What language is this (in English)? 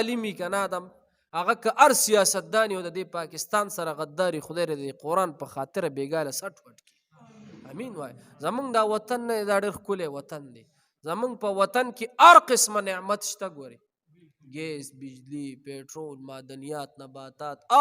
Pashto